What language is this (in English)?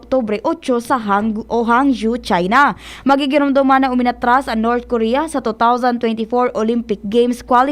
Bikol